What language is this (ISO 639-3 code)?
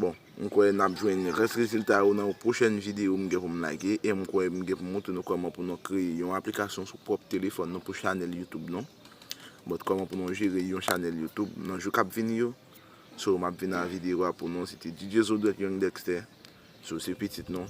hat